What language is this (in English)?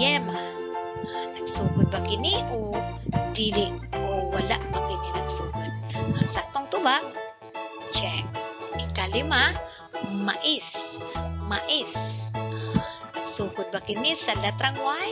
Cebuano